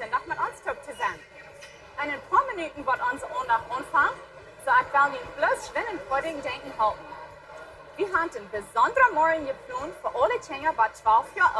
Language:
Plautdietsch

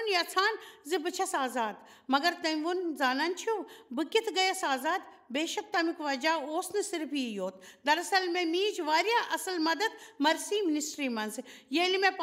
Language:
Kashmiri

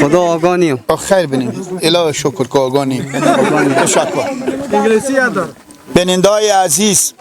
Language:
Persian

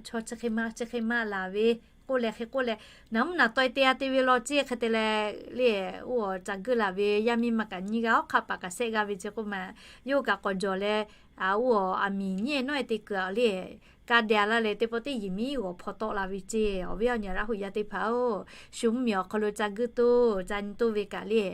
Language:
Lahu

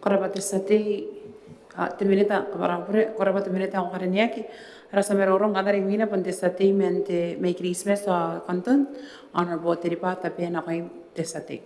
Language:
Gilbertese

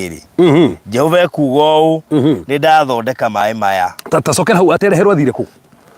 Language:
Kikuyu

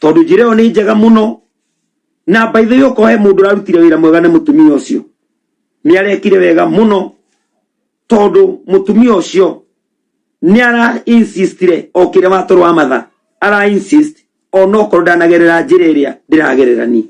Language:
Kikuyu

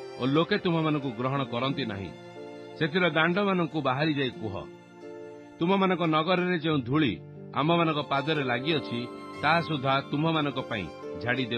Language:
Odia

